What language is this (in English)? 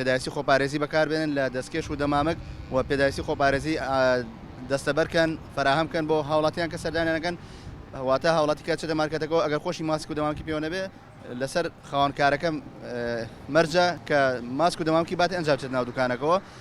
Central Kurdish